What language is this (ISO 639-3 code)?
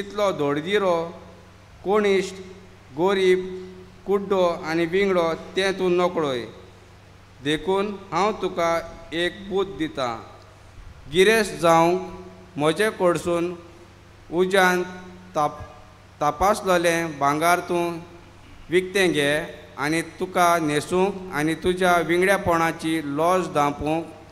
kok